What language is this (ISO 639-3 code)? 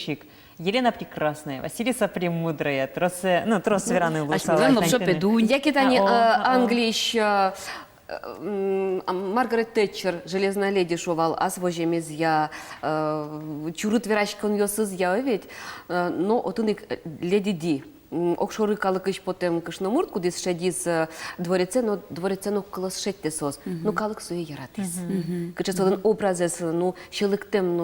udm